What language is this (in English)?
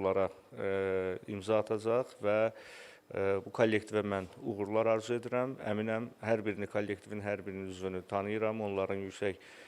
Azerbaijani